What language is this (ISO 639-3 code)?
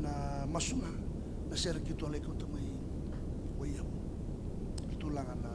fij